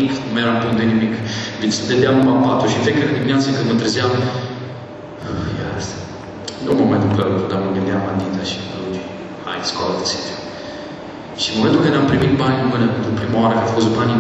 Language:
Romanian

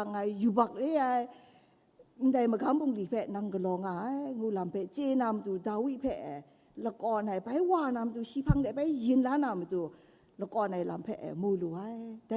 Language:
Kachin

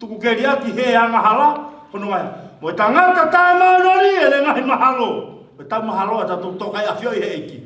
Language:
Tongan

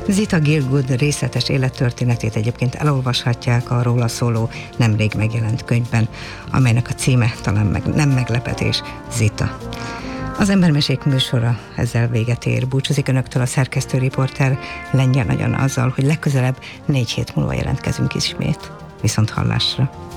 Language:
Hungarian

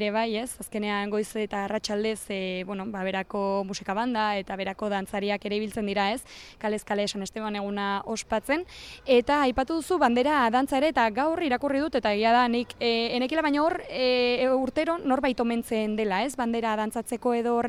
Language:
Basque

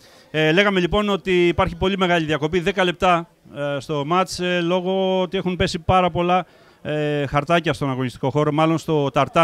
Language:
Greek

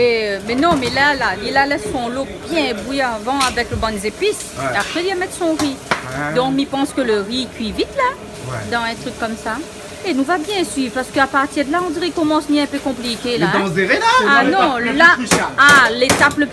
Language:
Réunion Creole French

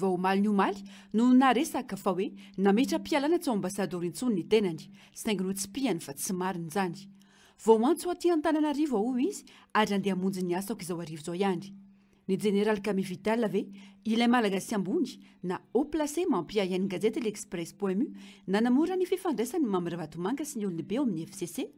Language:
Malagasy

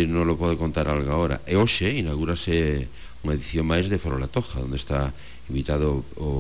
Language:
Galician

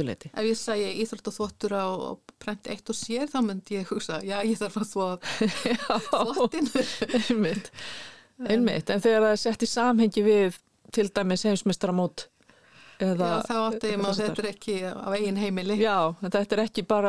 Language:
Icelandic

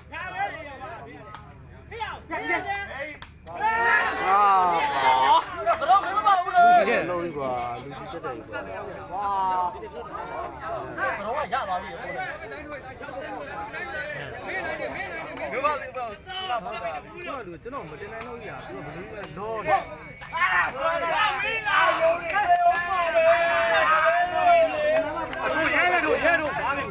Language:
Burmese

